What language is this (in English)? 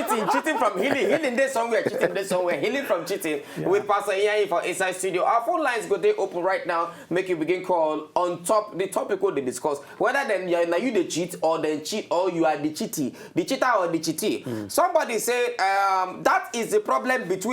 Nigerian Pidgin